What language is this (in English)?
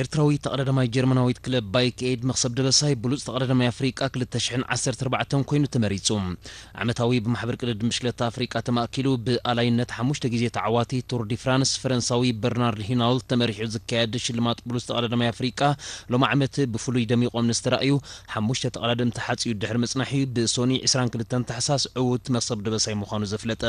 Tigrinya